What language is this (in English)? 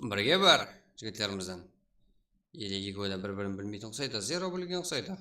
Kara-Kalpak